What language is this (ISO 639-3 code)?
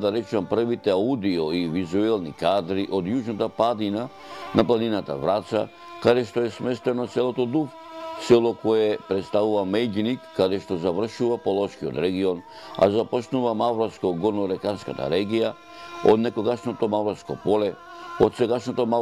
mkd